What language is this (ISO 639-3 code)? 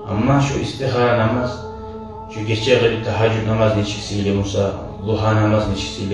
kum